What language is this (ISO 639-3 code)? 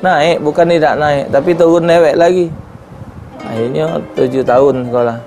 mui